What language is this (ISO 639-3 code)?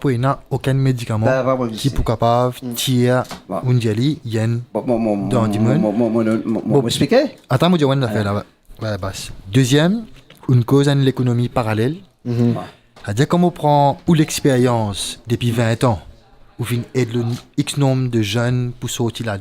mfe